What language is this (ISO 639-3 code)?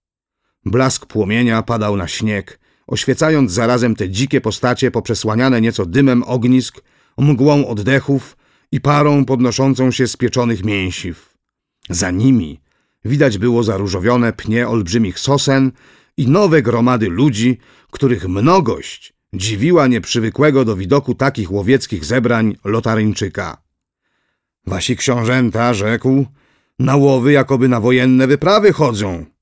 pol